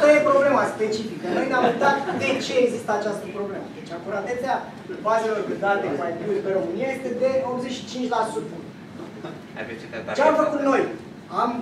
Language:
Romanian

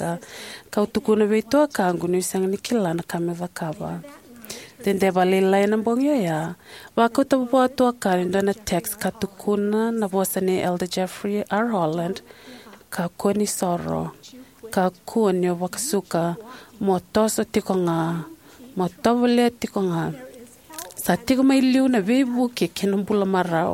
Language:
Fijian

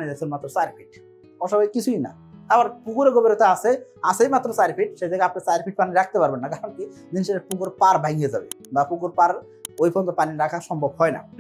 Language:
Bangla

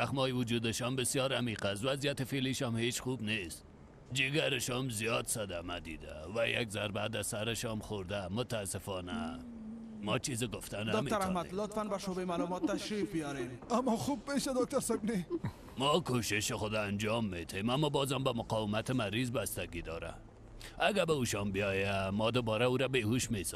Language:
Persian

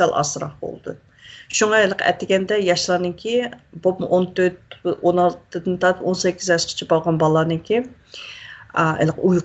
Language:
Uyghur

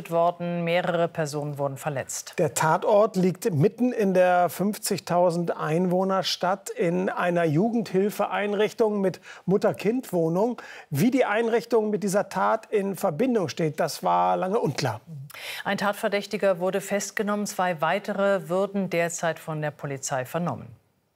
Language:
German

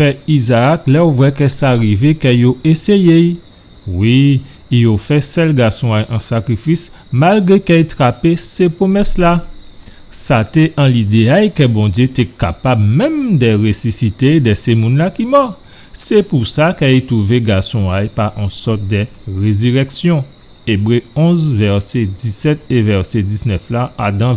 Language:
Guadeloupean Creole French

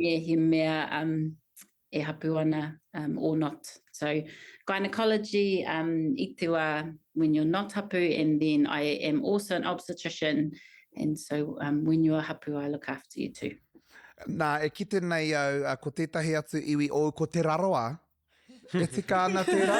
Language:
Māori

